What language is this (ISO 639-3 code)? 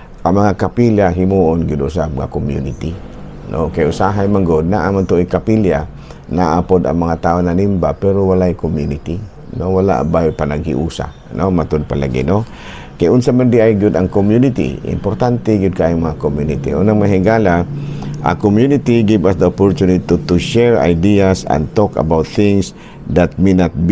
ceb